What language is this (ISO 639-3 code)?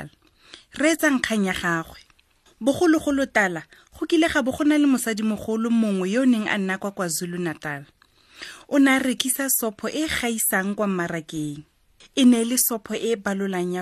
tsn